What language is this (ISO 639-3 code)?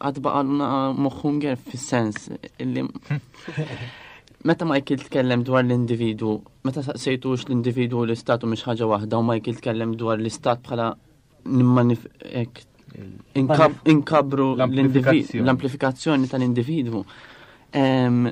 mlt